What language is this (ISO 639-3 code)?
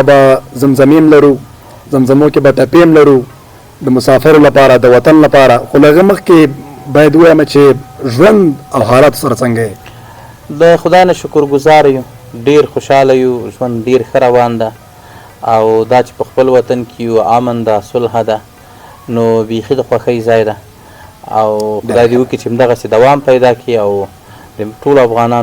pus